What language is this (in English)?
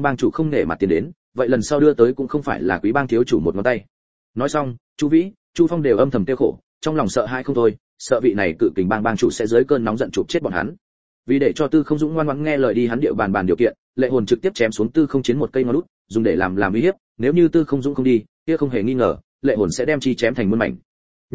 Vietnamese